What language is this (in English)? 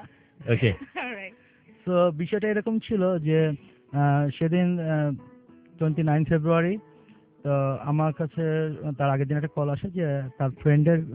Bangla